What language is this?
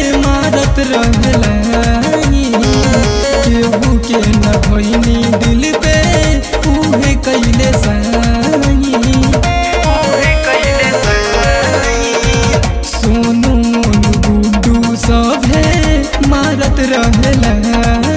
Bhojpuri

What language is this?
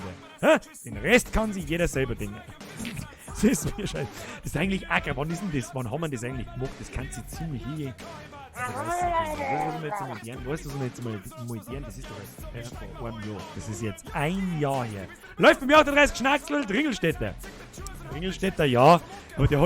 Bavarian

